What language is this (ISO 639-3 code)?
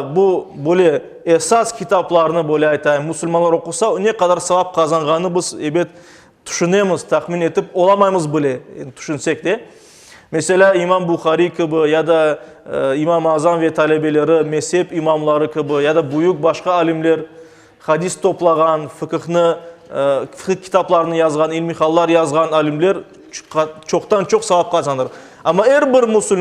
crh